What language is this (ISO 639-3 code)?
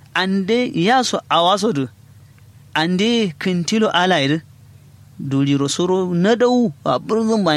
kau